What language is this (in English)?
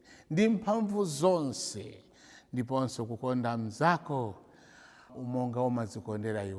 Nyanja